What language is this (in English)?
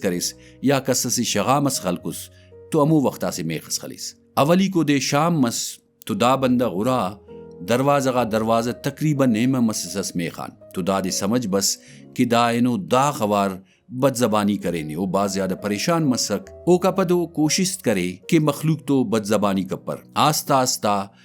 Brahui